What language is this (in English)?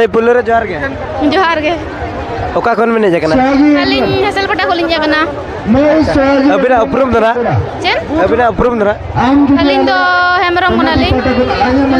Santali